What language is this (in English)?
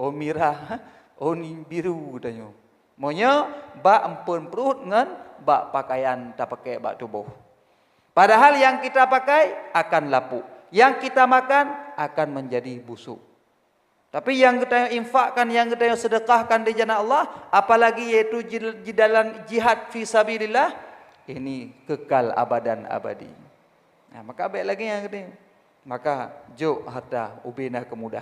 Achinese